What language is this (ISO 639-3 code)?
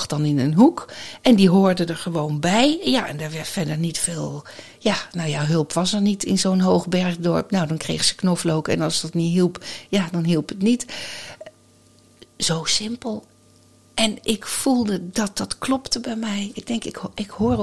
nld